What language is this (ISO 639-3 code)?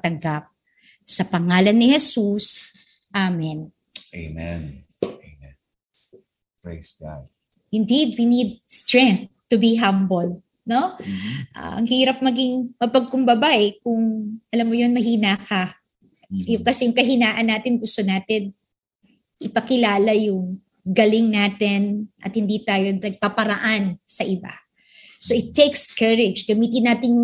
fil